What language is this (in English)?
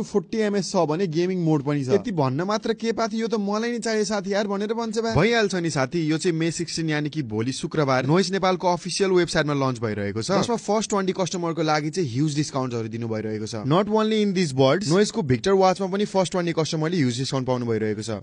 Nepali